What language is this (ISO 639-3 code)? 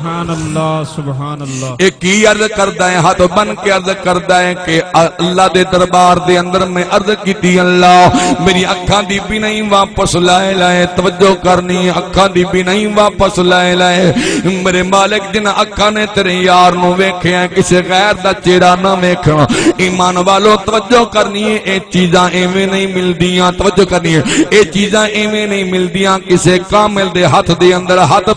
skr